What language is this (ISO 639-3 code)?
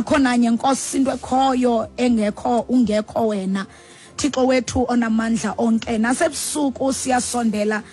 xho